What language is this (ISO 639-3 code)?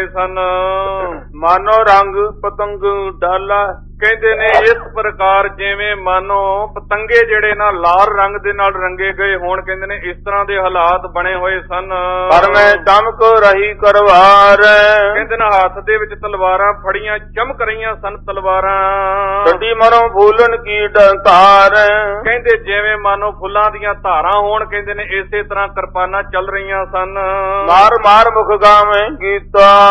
pan